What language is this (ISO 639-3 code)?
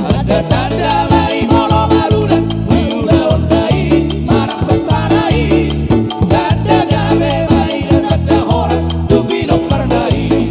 bbc